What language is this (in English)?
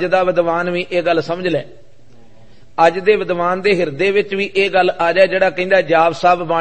Punjabi